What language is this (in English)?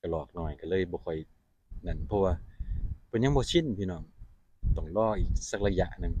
Northeastern Thai